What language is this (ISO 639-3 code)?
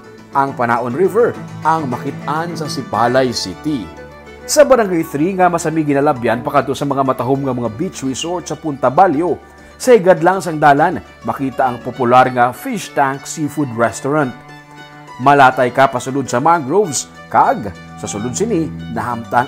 hil